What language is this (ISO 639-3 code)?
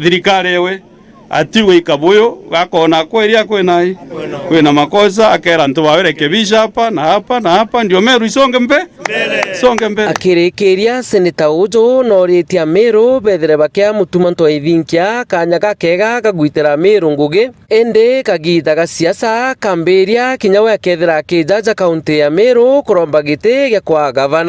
mer